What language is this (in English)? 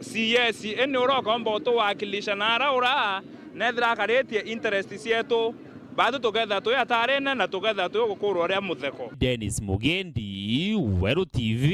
Meru